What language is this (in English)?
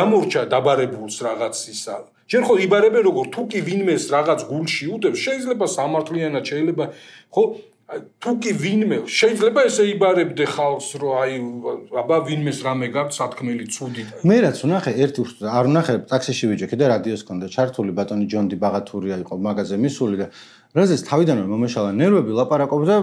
Georgian